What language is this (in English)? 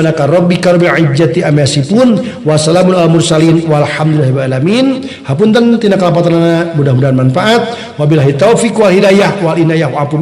Sundanese